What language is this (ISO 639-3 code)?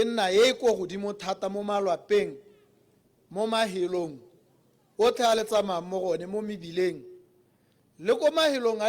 tsn